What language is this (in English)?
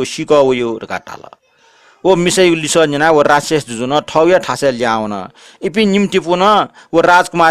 Newari